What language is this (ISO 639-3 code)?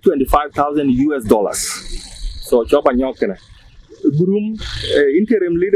din